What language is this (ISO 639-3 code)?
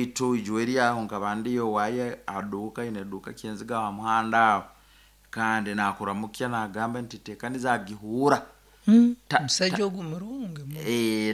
nyo